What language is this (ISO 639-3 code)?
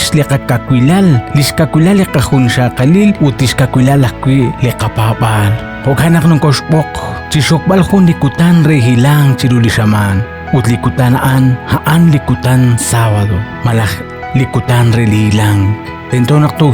kek